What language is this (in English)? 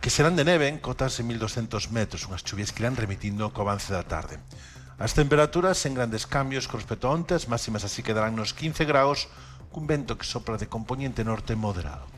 Galician